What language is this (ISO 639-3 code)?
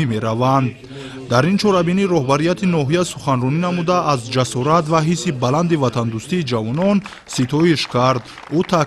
tgk